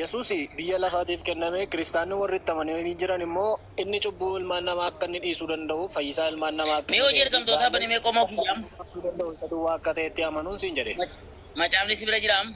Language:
Oromo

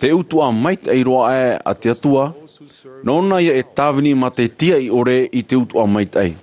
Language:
Tahitian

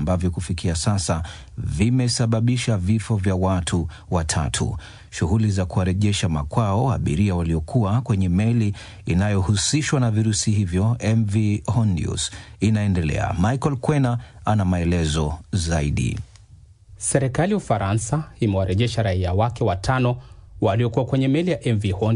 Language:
Swahili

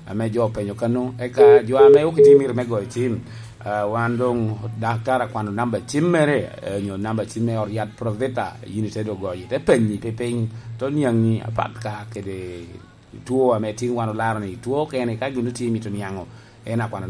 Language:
Lango (Uganda)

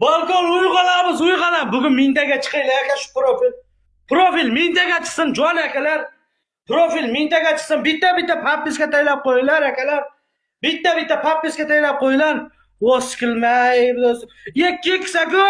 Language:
Uzbek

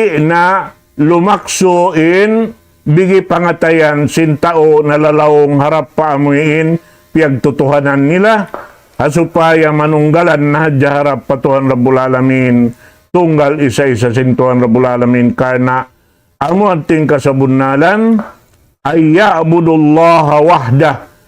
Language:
Tausug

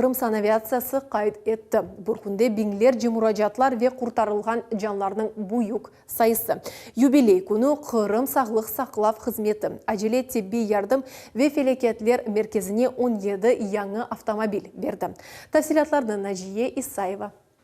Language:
Crimean Tatar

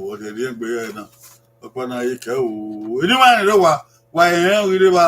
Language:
Bini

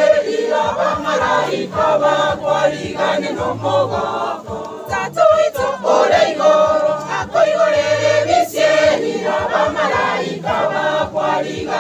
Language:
Gusii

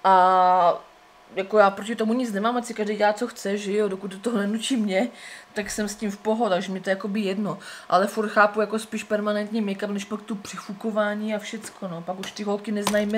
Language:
Czech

